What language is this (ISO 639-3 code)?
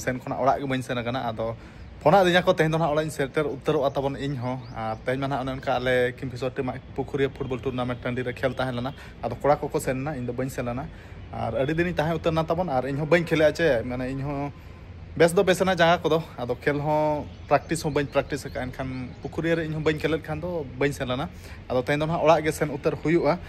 sat